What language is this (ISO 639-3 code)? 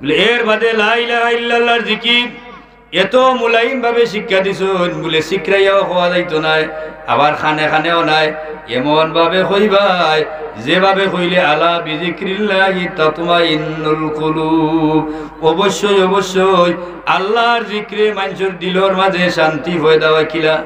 syl